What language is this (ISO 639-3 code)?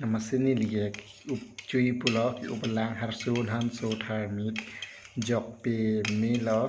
mjw